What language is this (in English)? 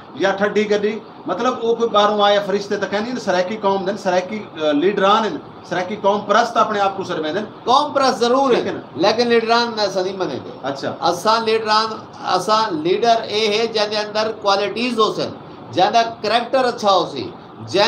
Saraiki